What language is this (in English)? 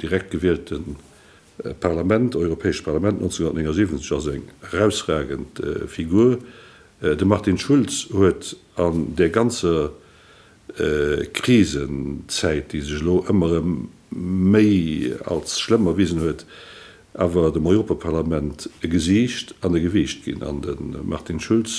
Luxembourgish